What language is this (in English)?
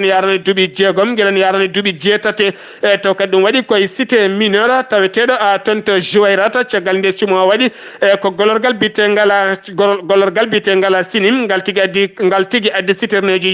Fula